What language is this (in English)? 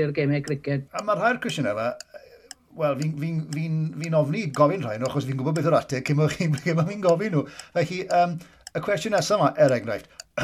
Welsh